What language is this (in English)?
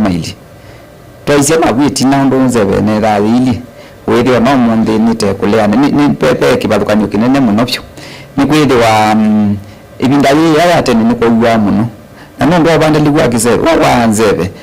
Kamba